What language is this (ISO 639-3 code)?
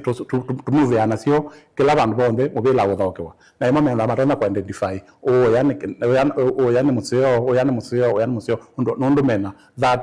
kam